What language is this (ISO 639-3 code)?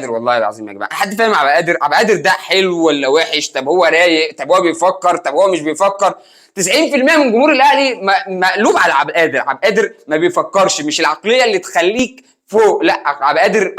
arz